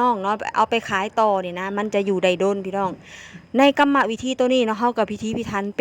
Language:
Northeastern Thai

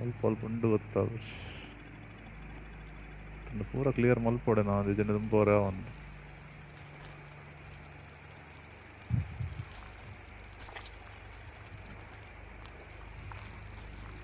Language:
Tulu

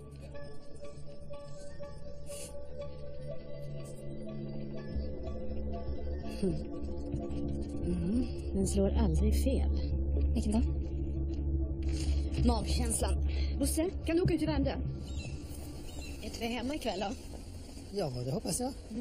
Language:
Swedish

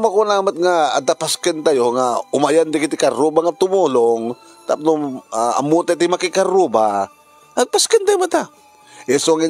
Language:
Iloko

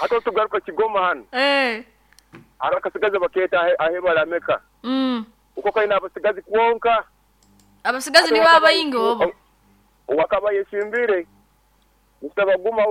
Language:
Nyankole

